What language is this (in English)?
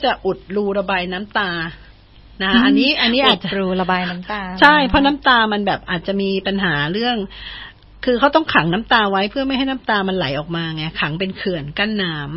Thai